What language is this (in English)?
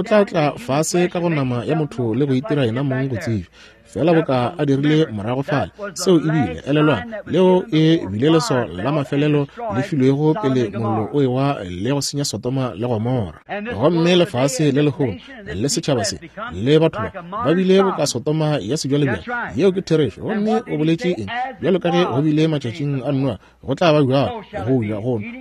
Northern Sotho